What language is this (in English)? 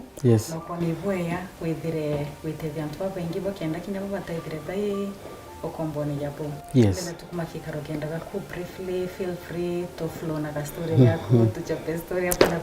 Meru